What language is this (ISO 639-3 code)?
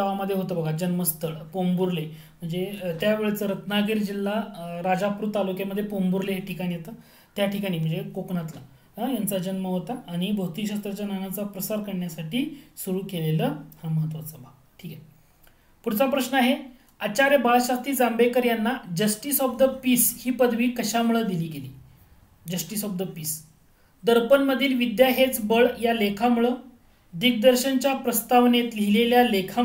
mar